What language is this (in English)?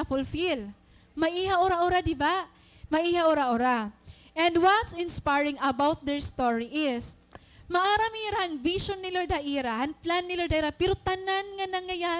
Waray